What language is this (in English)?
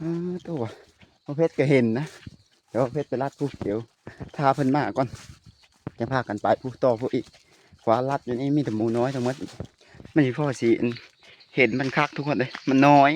Lao